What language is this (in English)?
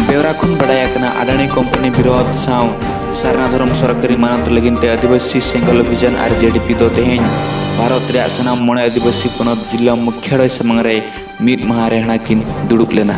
Santali